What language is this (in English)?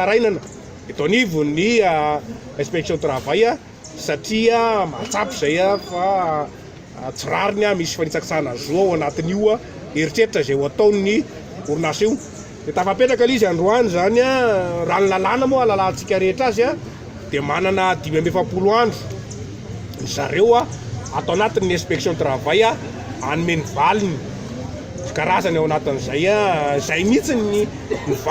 Malagasy